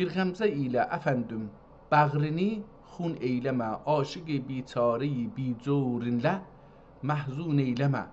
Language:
South Azerbaijani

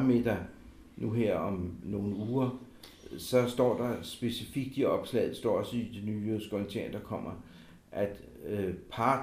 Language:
Danish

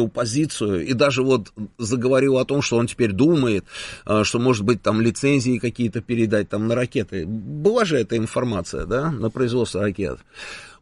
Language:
Russian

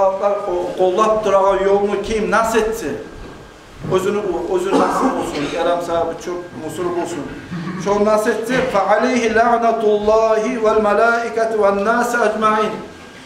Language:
Kumyk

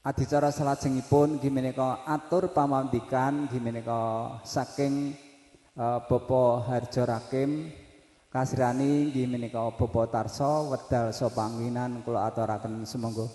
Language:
Javanese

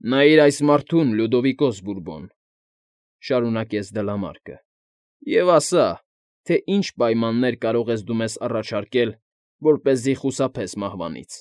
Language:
Armenian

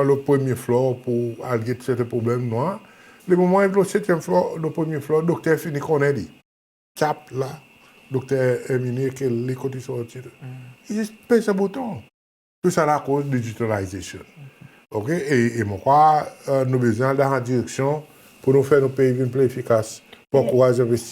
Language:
Seselwa Creole French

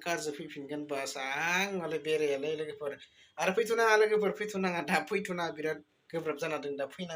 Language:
Bodo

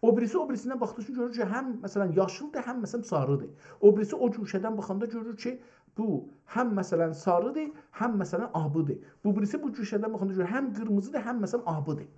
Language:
South Azerbaijani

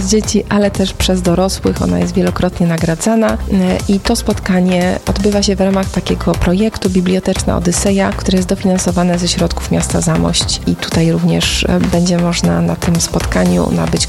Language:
Polish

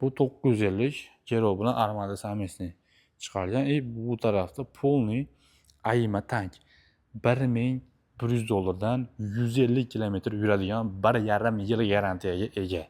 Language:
Uzbek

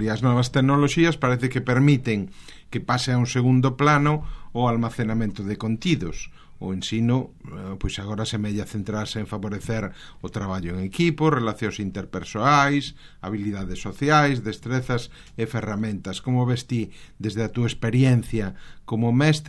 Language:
Galician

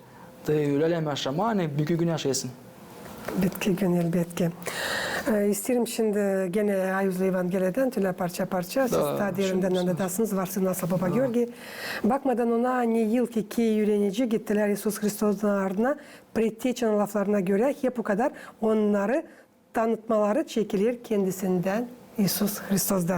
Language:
Gagauz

